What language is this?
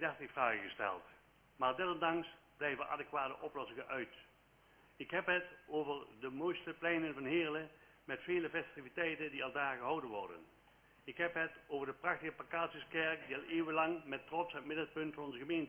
Dutch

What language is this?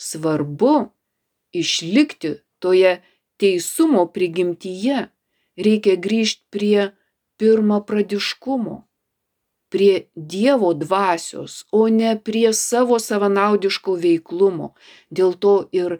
Lithuanian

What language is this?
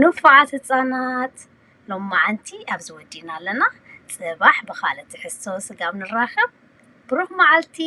Tigrinya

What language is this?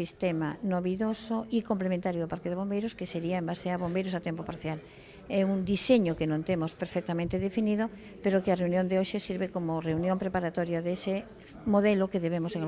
Galician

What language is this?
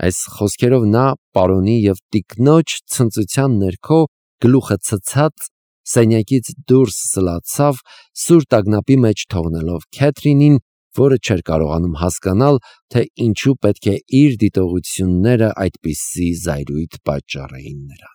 Armenian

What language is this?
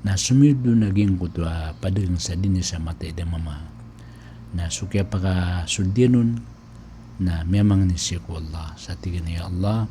Maranao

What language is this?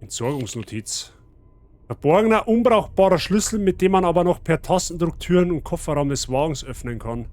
Bavarian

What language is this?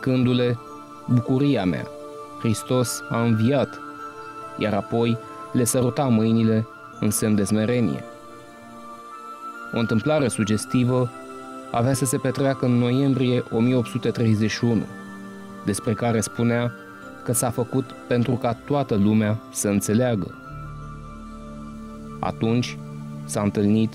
Romanian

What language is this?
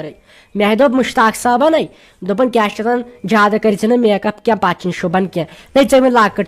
Kashmiri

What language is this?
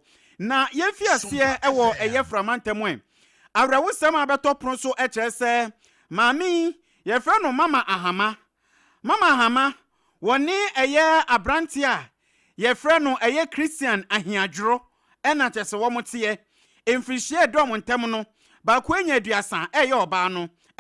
Akan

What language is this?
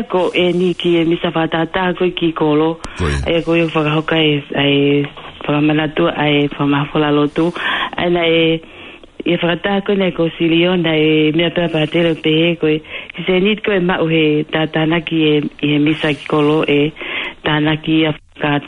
Tongan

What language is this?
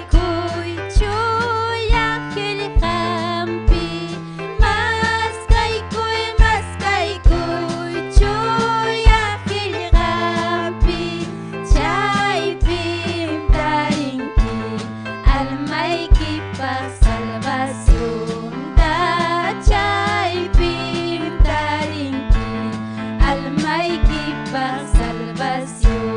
Ayacucho Quechua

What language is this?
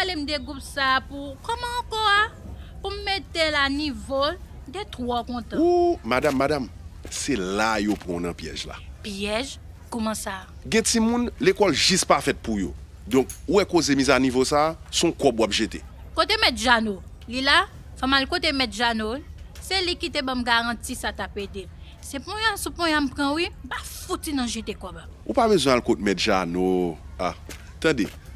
Haitian Creole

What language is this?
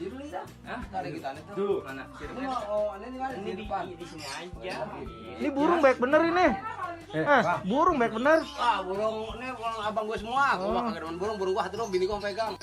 Betawi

